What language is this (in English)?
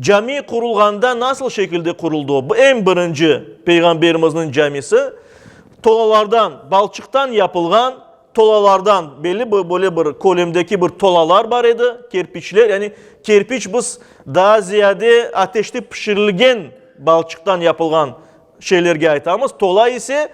Crimean Tatar